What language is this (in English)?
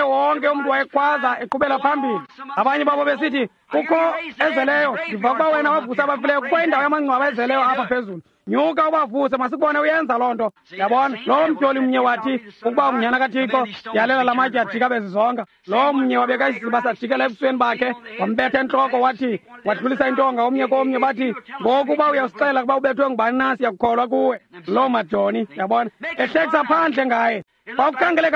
Xhosa